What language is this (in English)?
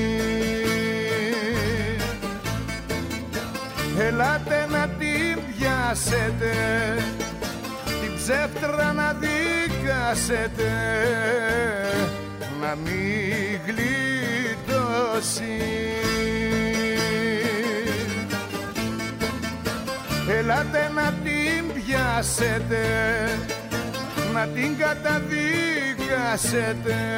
Greek